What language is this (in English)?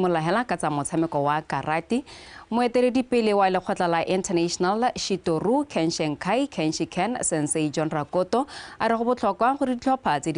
Tswana